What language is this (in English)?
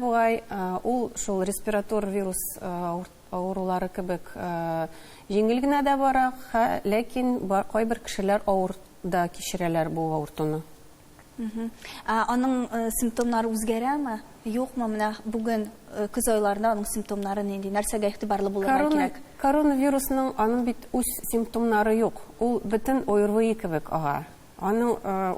Tatar